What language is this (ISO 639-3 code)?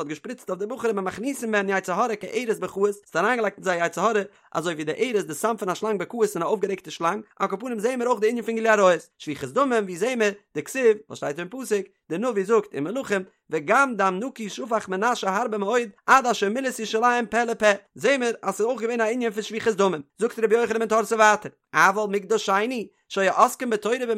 yid